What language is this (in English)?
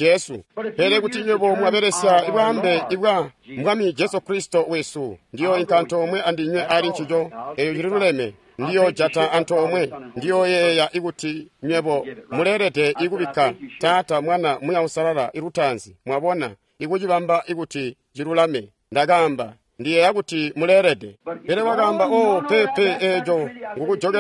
Tonga (Zambia)